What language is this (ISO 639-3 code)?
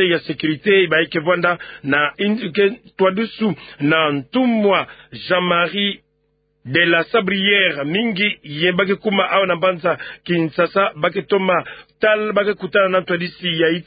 ktu